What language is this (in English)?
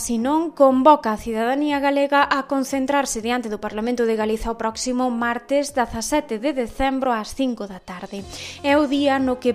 Galician